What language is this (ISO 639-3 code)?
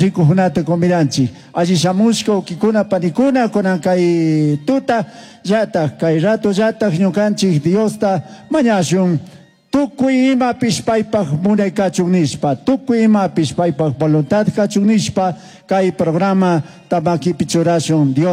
qug